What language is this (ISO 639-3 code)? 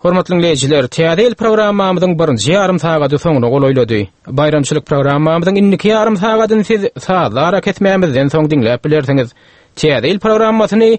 tuk